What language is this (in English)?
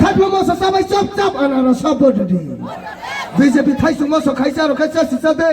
Kok Borok